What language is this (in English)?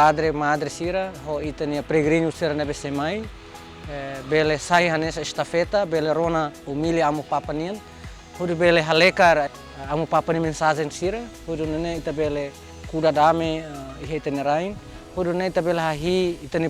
Tetum